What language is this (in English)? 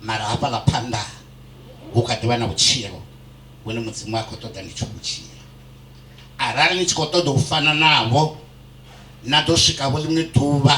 Venda